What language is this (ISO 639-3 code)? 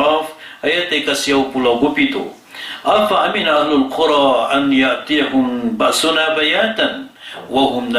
mrw